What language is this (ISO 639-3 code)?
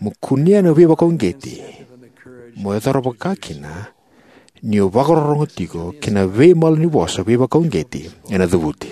fij